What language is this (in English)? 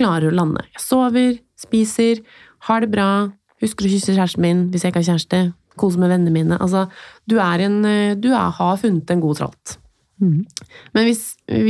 Norwegian